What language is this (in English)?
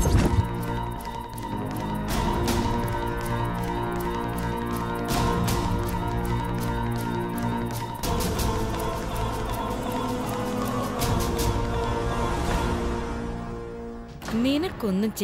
Malayalam